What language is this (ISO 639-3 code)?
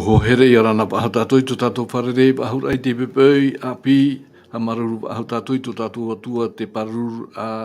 tah